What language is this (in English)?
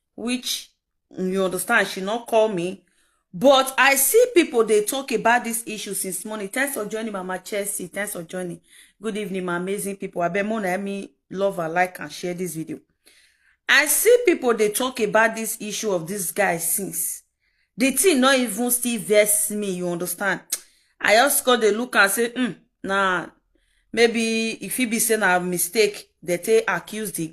Nigerian Pidgin